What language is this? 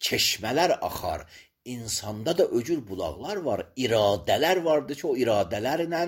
Azerbaijani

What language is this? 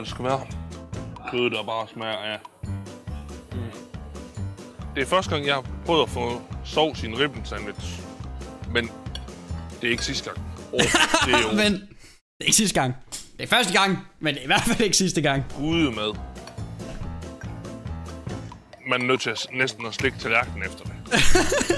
Danish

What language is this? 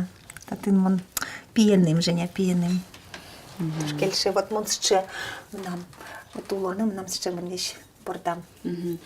Udmurt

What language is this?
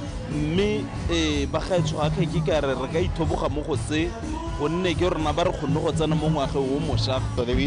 Tswana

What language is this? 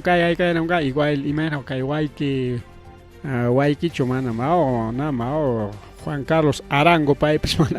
Ayacucho Quechua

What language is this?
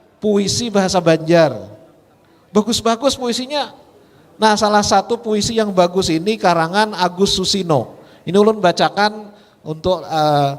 Banjar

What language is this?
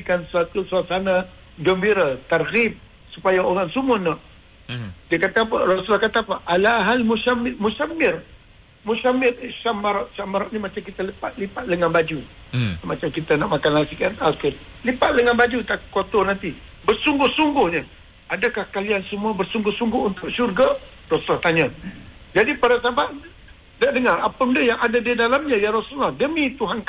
Malay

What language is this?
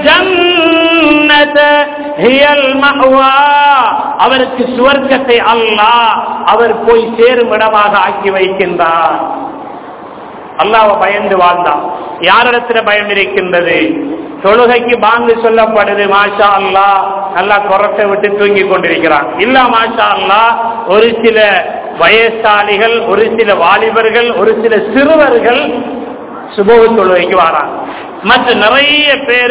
Tamil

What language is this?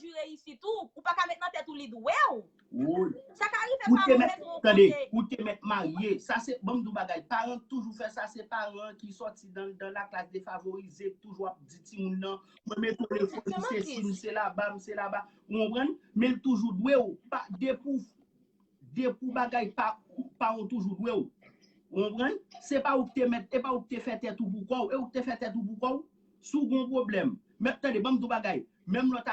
Haitian Creole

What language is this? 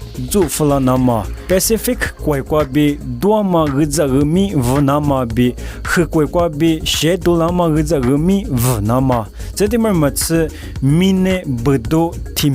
Lisu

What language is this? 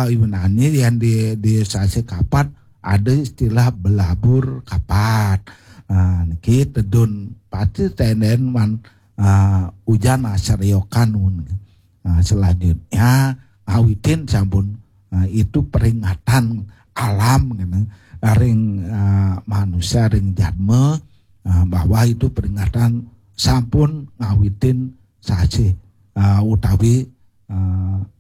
Balinese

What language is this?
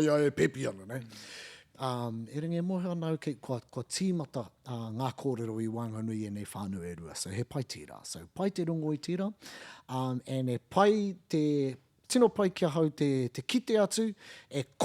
Māori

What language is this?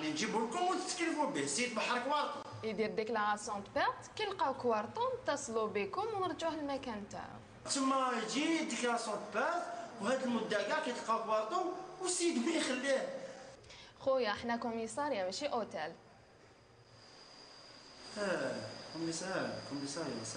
Algerian Arabic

